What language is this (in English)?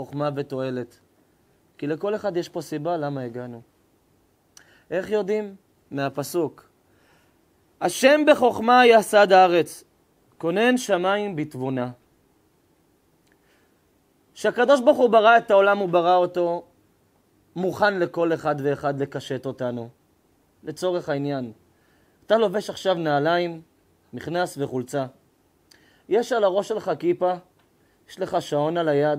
Hebrew